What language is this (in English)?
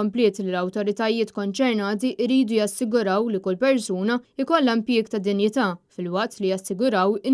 Maltese